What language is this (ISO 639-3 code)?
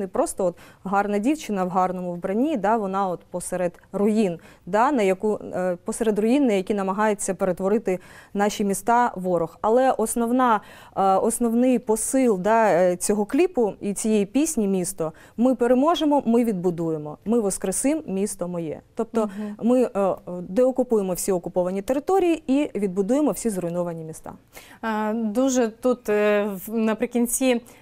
ukr